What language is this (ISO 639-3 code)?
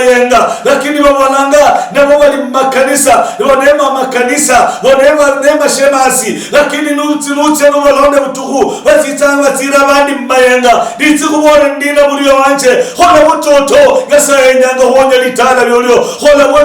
luy